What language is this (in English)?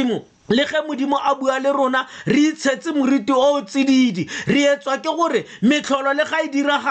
Tswana